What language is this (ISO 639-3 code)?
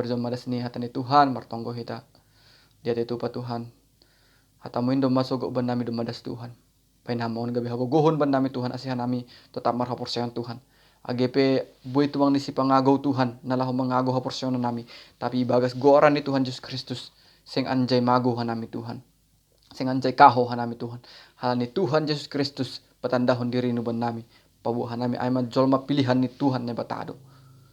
bts